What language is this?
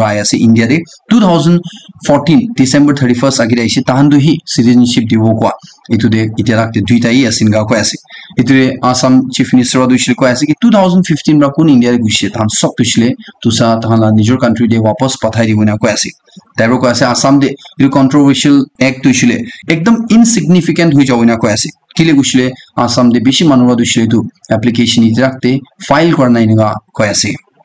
Naga Pidgin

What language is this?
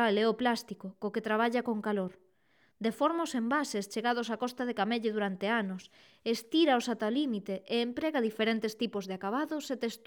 Galician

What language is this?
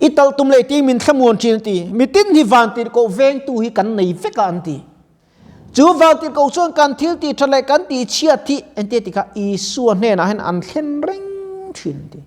Mizo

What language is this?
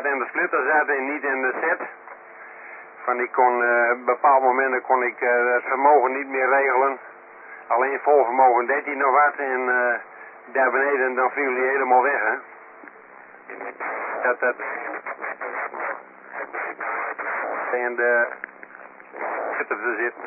Dutch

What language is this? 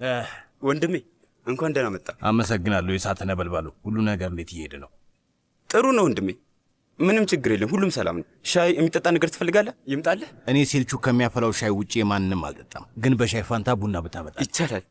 Amharic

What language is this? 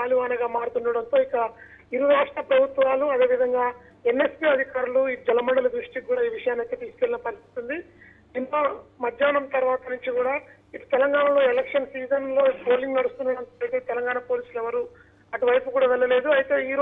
Telugu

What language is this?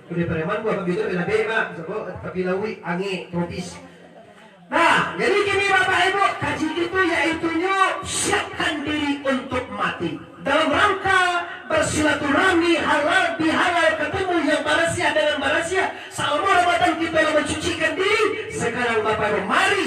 Minangkabau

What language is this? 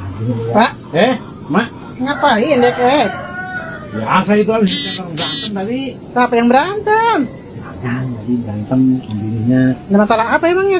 Betawi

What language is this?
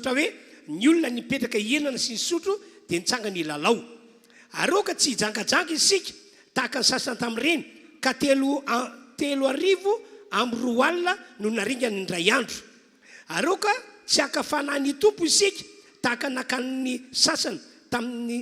Malagasy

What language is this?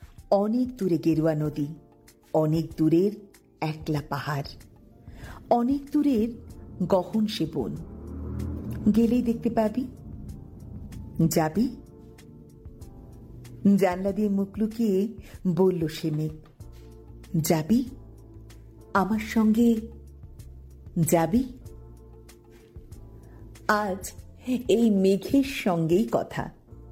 Bangla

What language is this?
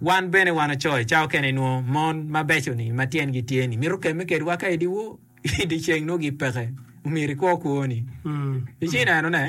Acoli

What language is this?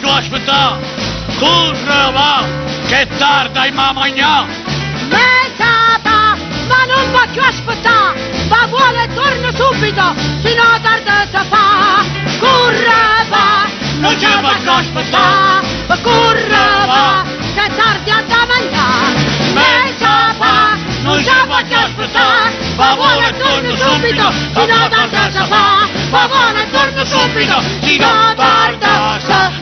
Neapolitan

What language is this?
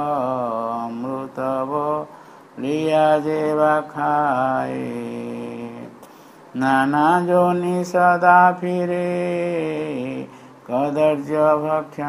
Odia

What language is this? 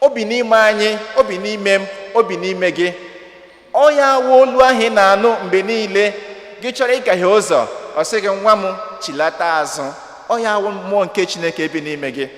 Igbo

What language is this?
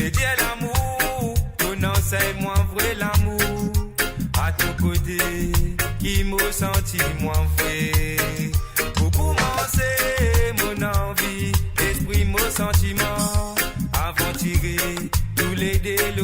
Morisyen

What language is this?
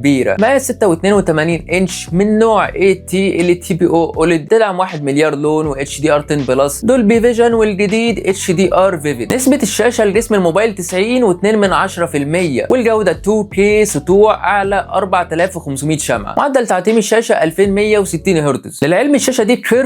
Egyptian Arabic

